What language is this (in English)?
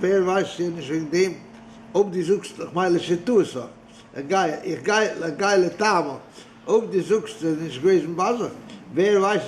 Yiddish